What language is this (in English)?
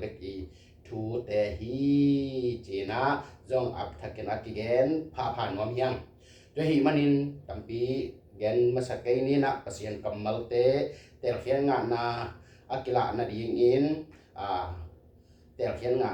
Tedim Chin